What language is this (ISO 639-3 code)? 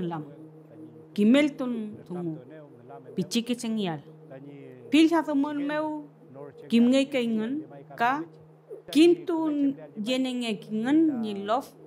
arn